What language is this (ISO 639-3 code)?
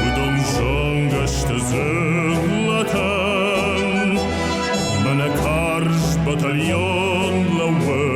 oss